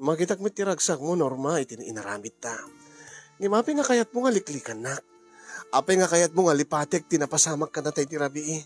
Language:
Iloko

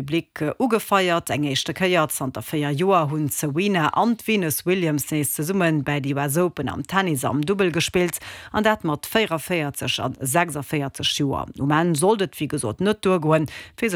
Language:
Luxembourgish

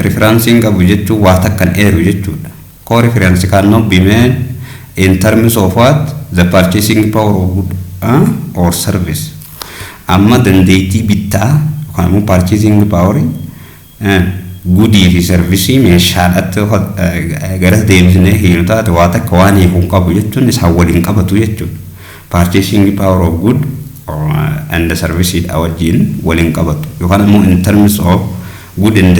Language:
Oromo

